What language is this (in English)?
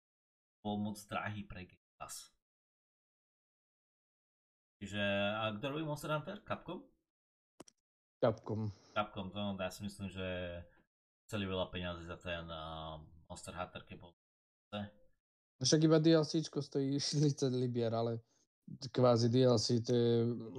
Slovak